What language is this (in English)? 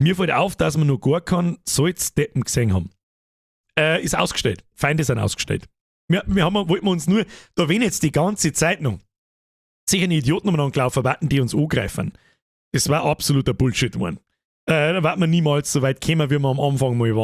Bavarian